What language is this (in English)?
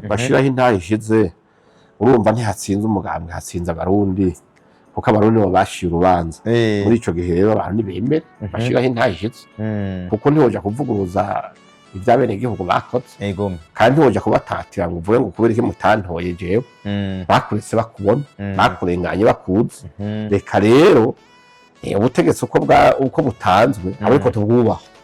Rundi